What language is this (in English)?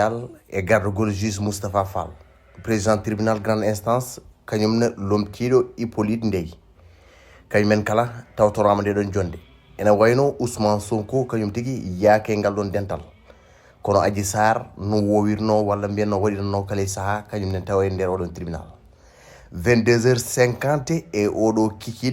Fula